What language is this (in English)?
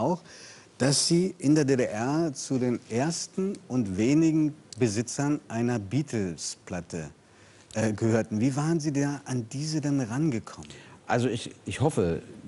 German